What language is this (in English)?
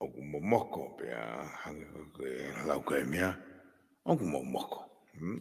Tongan